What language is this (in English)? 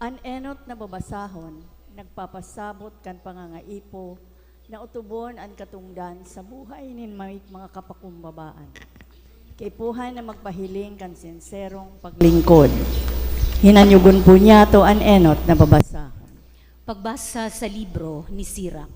Bikol